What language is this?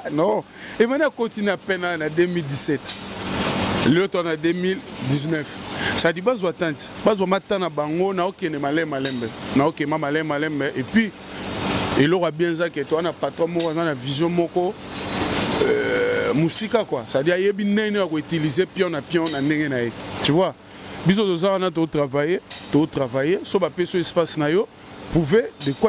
Lingala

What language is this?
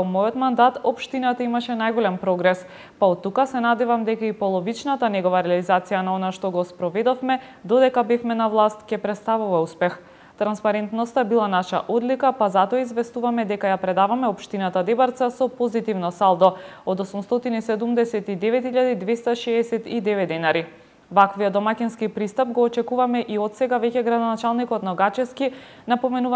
Macedonian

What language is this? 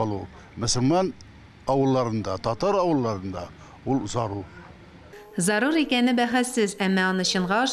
Tatar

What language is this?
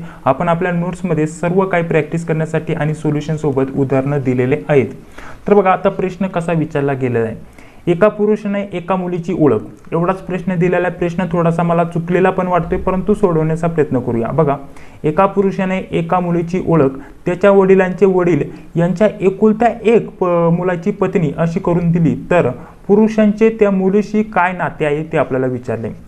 Marathi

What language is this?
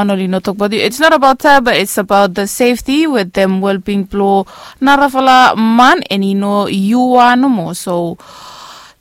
Bislama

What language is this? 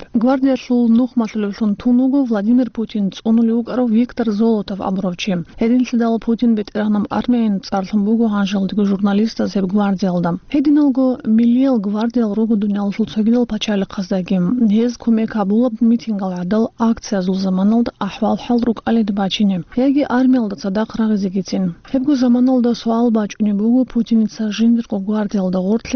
Avaric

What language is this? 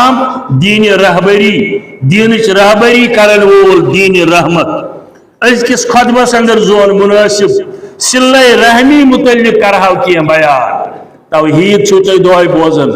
Kashmiri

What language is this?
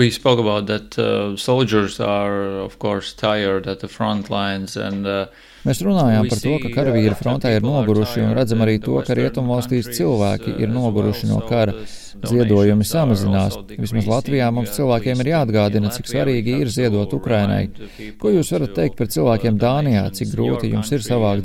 Latvian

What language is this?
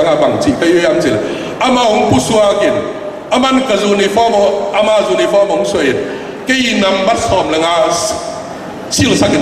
Tedim Chin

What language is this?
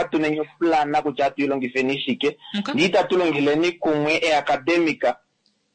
Kuanyama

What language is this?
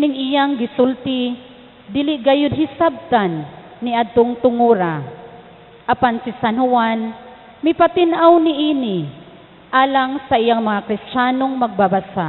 Cebuano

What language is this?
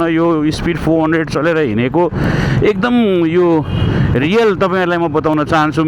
Nepali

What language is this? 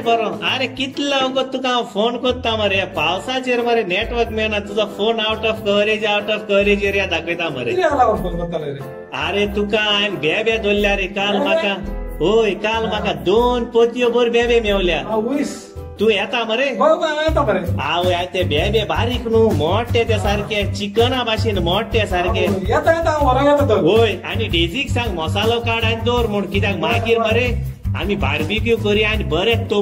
Konkani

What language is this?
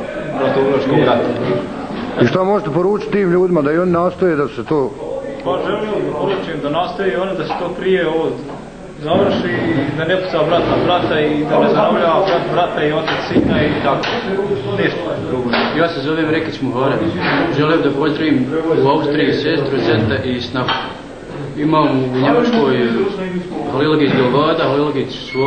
Bosnian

